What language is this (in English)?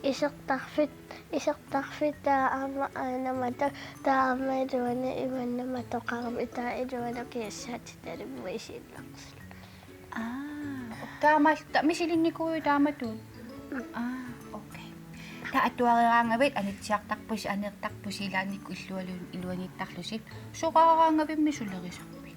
Kalaallisut